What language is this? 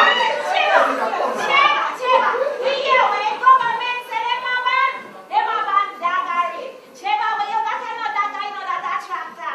Jamaican Creole English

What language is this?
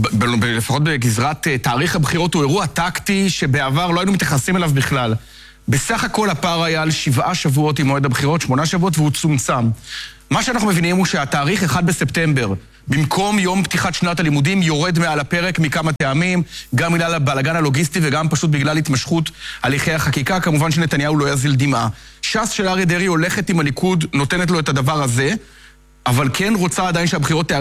Hebrew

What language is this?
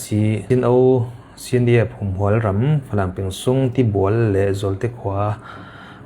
Falam Chin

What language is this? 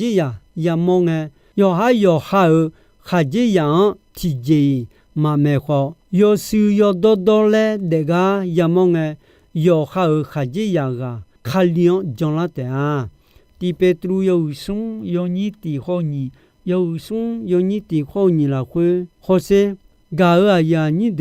Akha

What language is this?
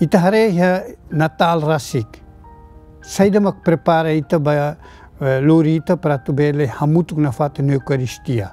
Tetum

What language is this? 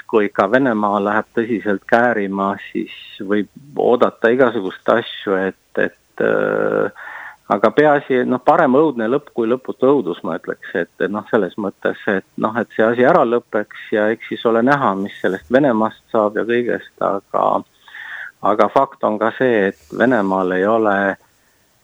Estonian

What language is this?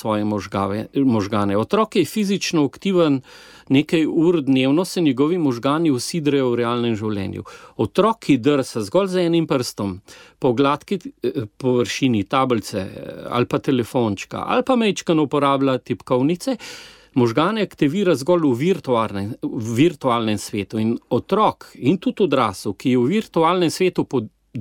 Slovenian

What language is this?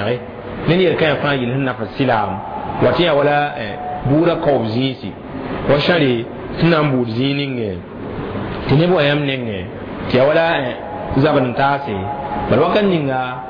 Mossi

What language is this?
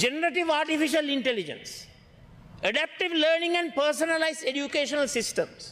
Sinhala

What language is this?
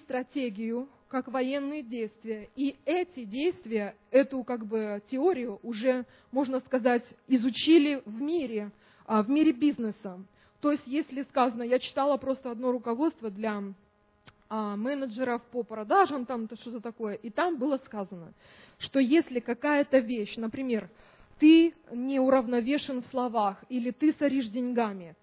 Russian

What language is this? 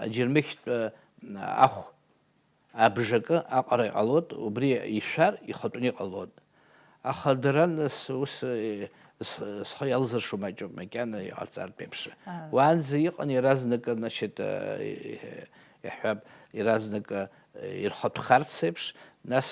Abkhazian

